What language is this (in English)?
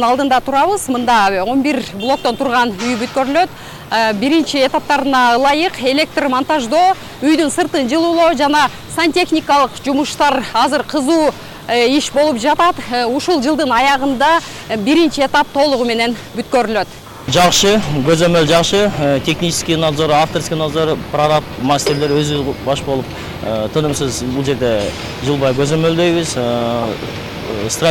Kyrgyz